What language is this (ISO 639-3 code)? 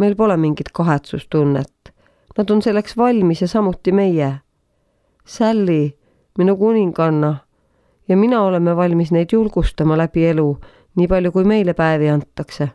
est